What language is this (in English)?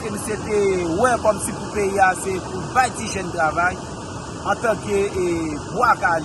Haitian Creole